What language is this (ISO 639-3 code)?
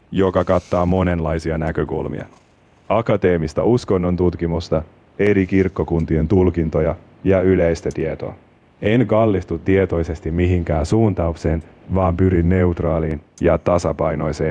fin